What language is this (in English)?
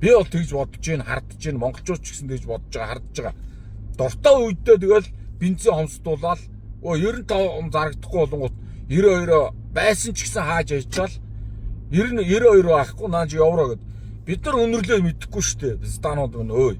Mongolian